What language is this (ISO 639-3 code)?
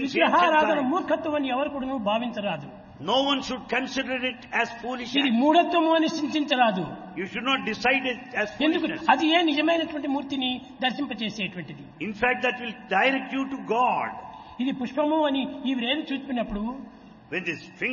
tel